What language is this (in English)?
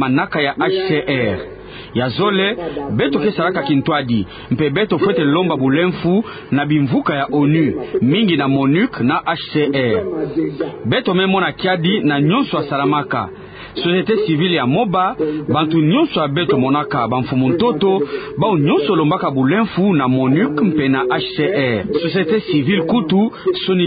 Kituba (Democratic Republic of Congo)